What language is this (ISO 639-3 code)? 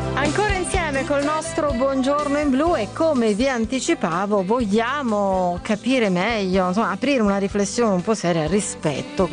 ita